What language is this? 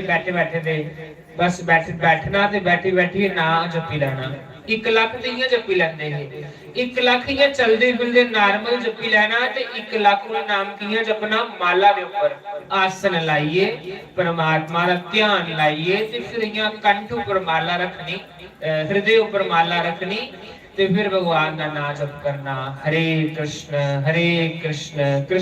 Dogri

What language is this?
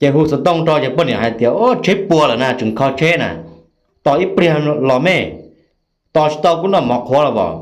Hmong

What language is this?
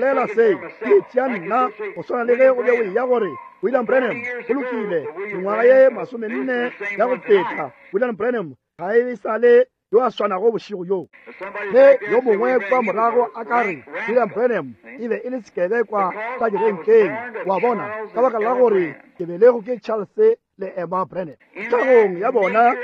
Northern Sotho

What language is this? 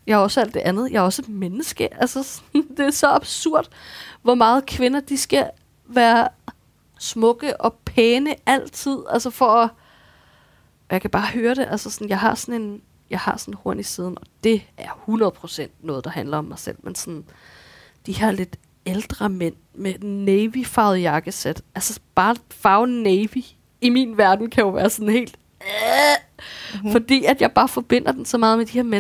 Danish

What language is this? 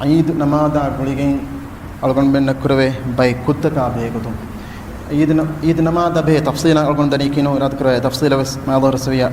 Divehi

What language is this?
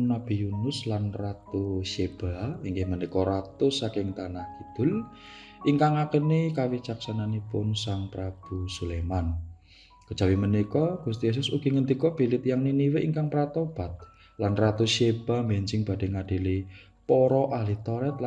Javanese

